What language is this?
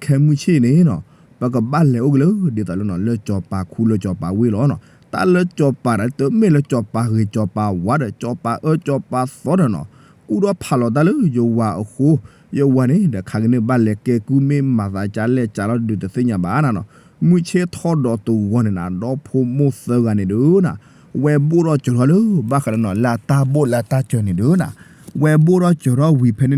S'gaw Karen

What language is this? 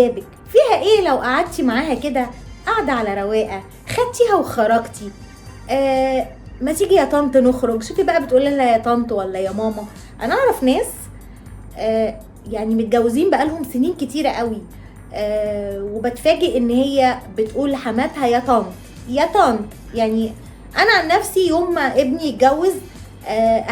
Egyptian Arabic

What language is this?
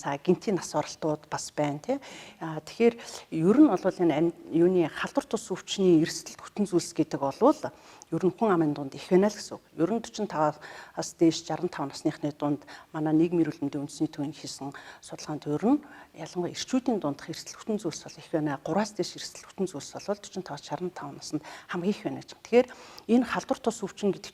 Mongolian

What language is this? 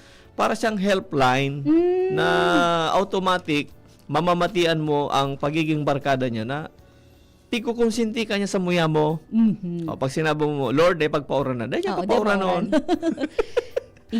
Bikol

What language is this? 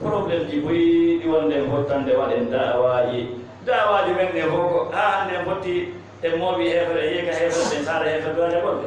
Fula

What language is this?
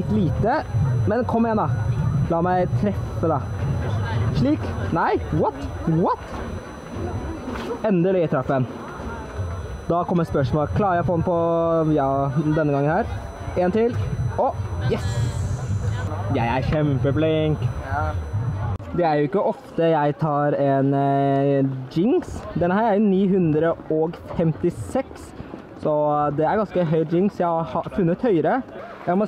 Norwegian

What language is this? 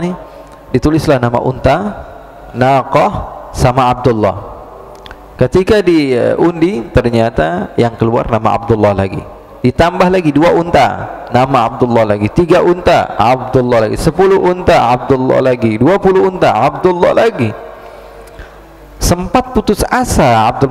Indonesian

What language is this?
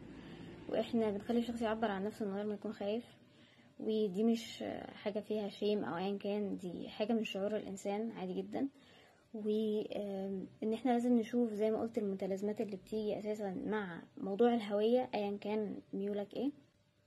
Egyptian Arabic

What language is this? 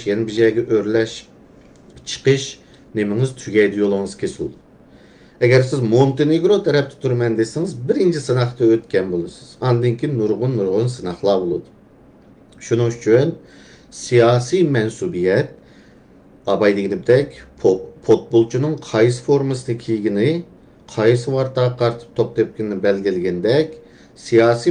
Uyghur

